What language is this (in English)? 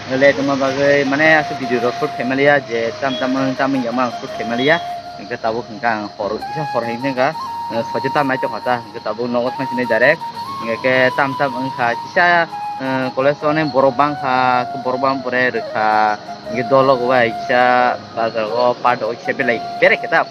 Kok Borok